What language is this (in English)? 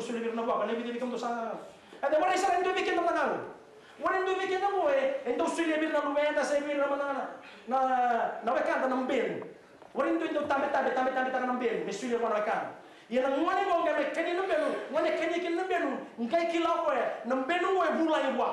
Fijian